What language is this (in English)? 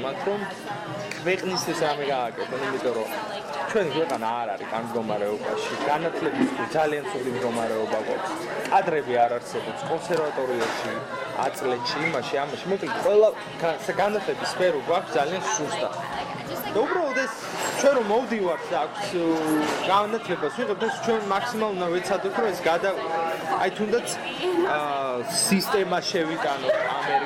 Georgian